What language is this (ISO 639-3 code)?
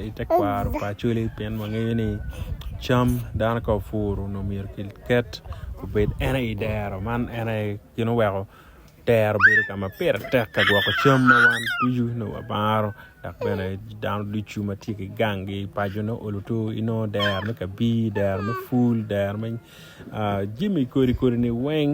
ach